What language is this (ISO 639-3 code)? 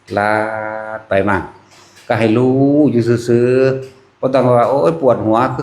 tts